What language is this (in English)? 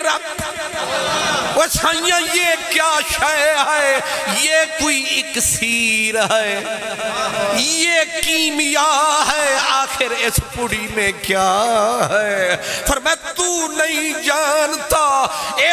Urdu